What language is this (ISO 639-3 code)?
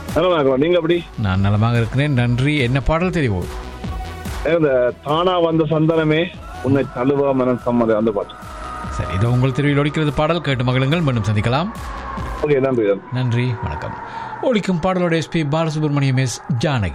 tam